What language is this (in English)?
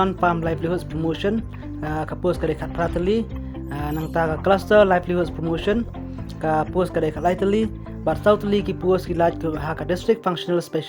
Khasi